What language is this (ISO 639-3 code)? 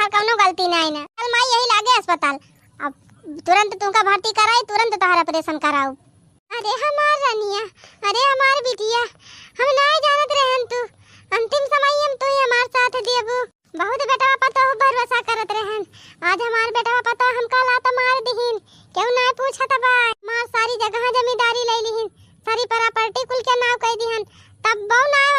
awa